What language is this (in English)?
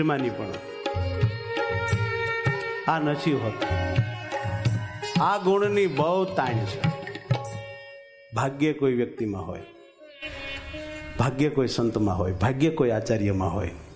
Gujarati